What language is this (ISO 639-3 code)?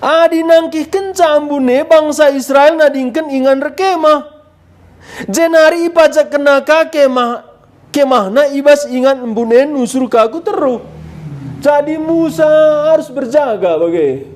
btx